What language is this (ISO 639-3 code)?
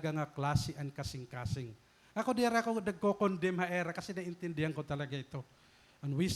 war